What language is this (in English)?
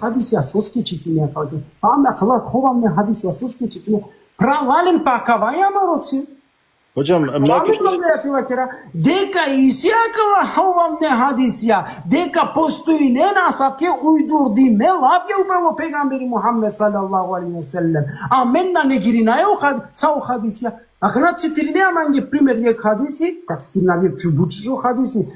Balkan Romani